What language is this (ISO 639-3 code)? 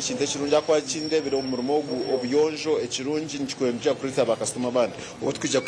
nyn